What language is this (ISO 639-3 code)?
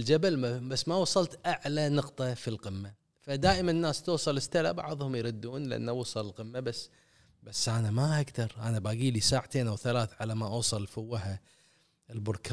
afb